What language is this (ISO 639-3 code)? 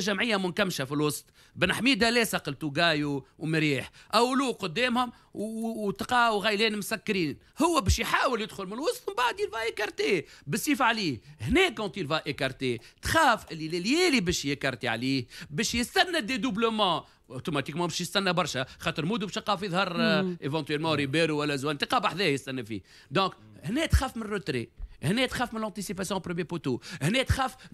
aeb